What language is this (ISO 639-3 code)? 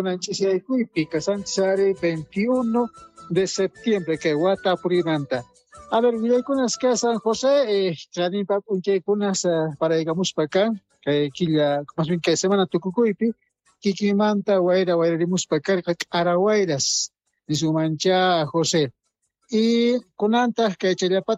quh